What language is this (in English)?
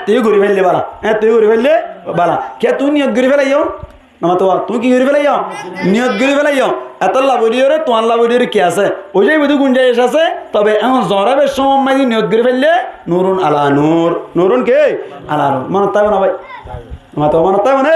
Rohingya